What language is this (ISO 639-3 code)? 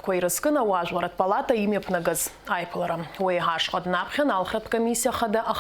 abk